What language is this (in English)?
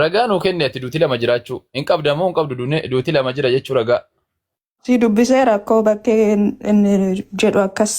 Oromo